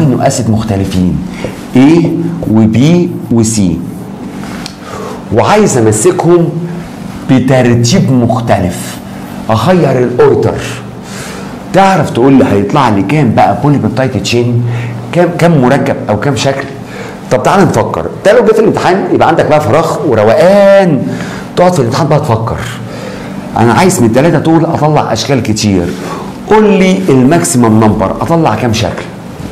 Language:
Egyptian Arabic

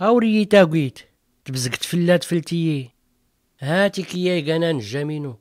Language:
Tachelhit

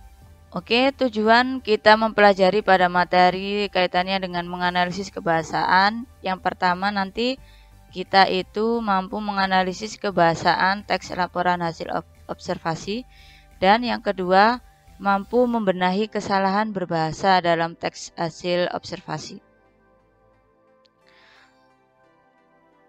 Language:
Indonesian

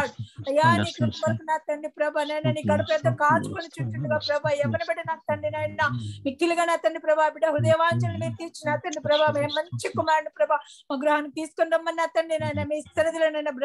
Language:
Telugu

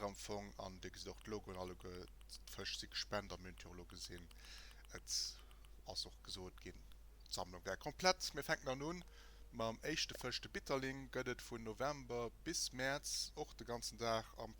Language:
Luxembourgish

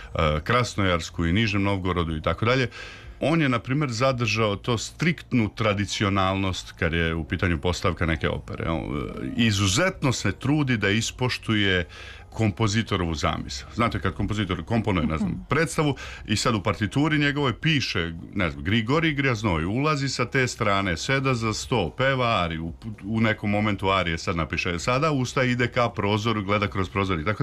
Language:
Serbian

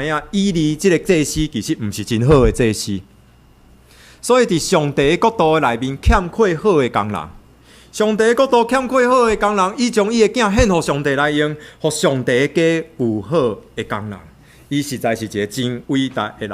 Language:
Min Nan Chinese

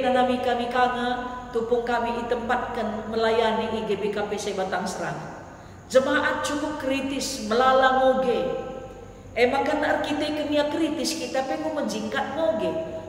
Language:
Batak Karo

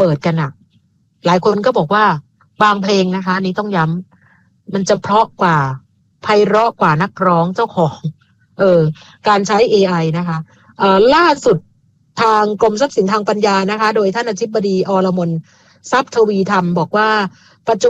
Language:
Thai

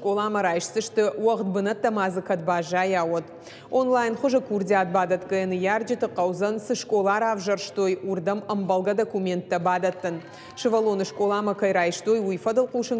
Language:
Ossetic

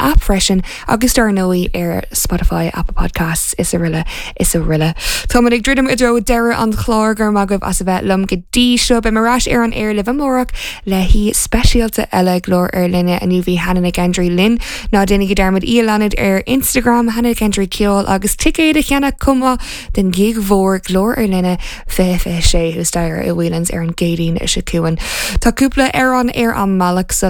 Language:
Irish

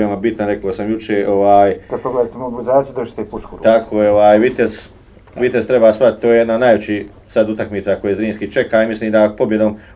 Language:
Bosnian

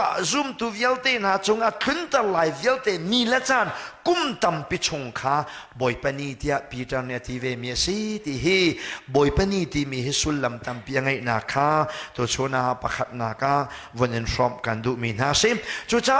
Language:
Hakha Chin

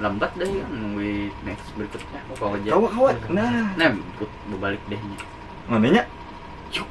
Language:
Banjar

